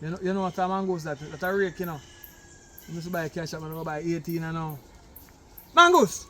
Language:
Jamaican Creole English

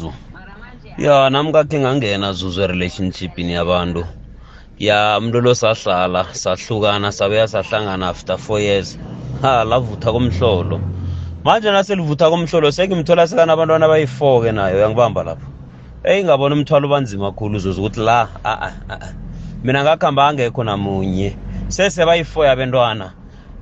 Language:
South Ndebele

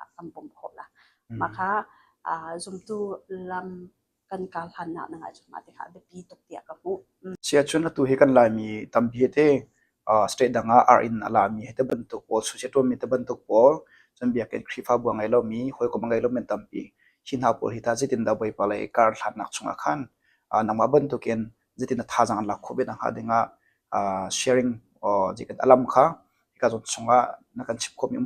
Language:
Hakha Chin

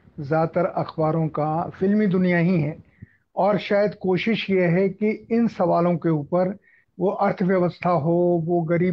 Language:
Hindi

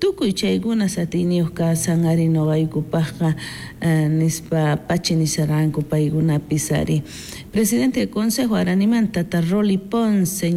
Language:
South Bolivian Quechua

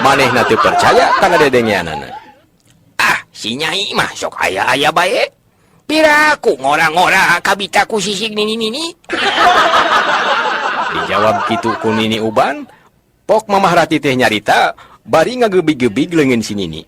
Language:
Sundanese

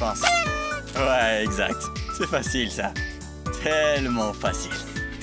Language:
French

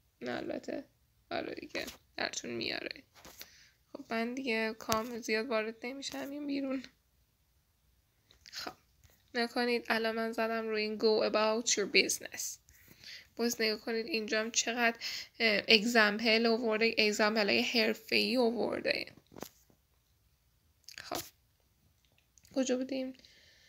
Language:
Persian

